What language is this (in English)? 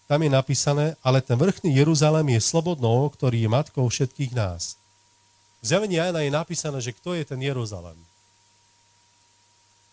Slovak